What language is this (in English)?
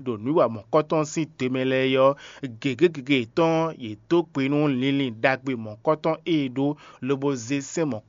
Fon